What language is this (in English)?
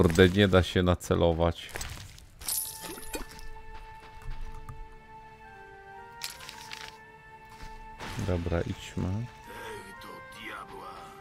Polish